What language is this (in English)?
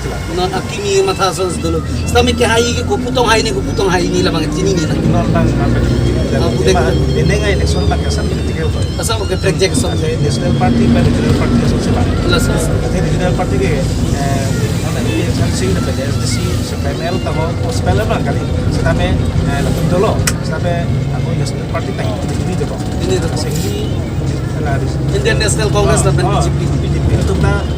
Karbi